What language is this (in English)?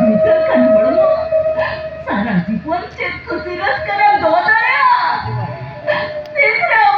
Santali